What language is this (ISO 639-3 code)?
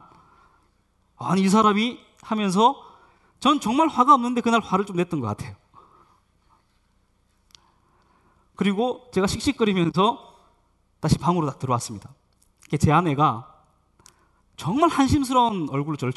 kor